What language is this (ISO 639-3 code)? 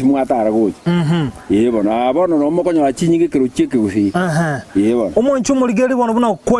guz